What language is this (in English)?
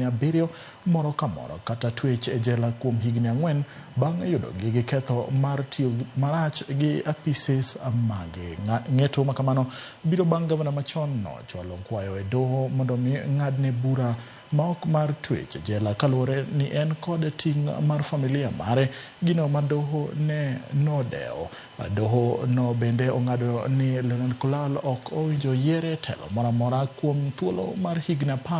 Luo (Kenya and Tanzania)